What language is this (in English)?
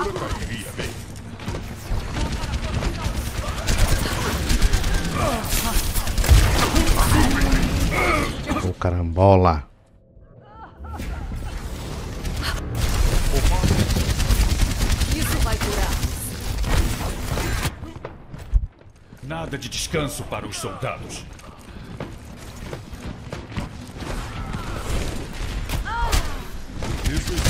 Portuguese